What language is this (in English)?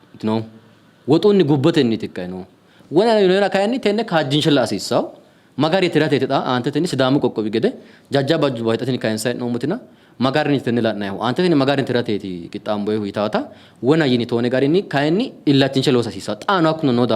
Sidamo